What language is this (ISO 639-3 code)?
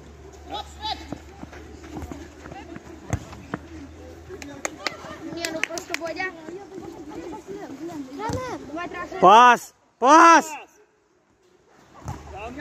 ukr